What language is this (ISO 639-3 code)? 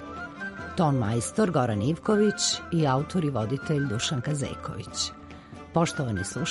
srp